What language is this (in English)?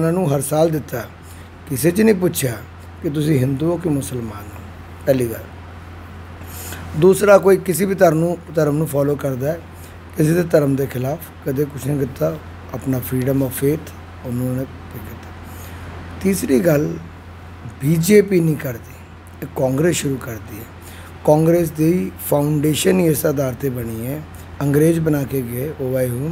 Punjabi